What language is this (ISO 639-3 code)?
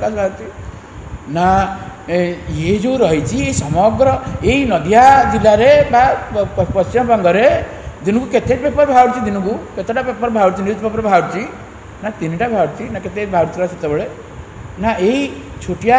ori